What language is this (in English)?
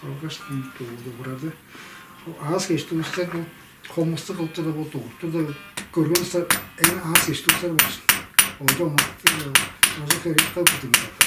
Tuvinian